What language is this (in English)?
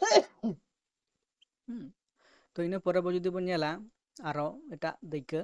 Santali